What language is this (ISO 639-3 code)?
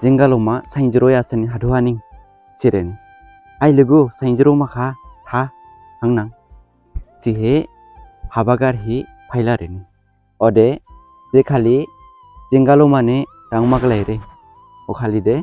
dis